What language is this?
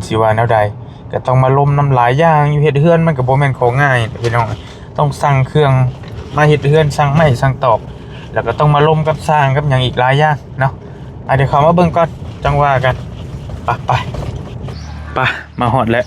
Northeastern Thai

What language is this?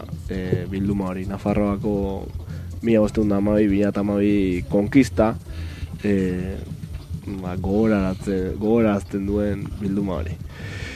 Basque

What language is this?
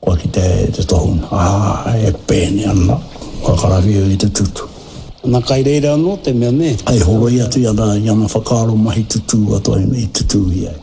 Māori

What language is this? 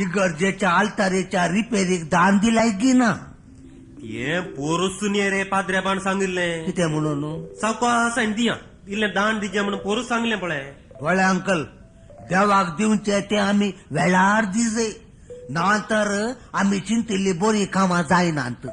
Konkani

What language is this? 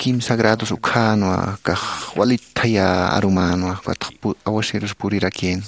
Aymara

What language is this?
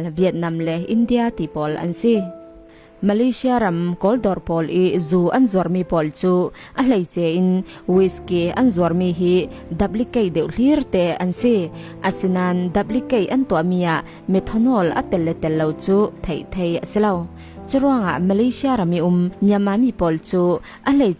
Falam Chin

